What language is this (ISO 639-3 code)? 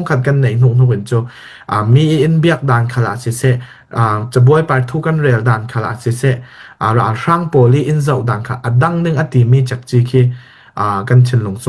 cfm